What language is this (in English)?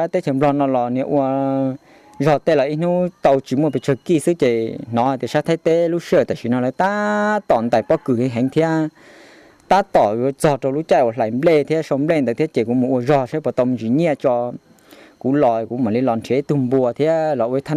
Hmong